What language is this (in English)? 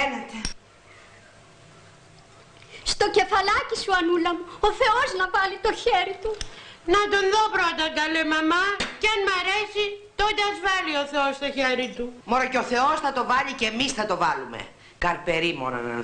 Greek